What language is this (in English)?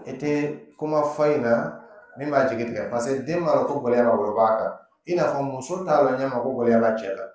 Dyula